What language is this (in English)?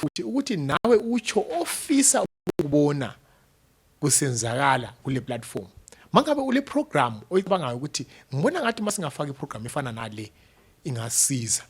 North Ndebele